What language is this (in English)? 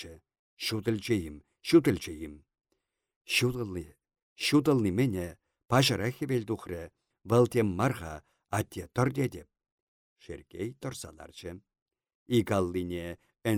Chuvash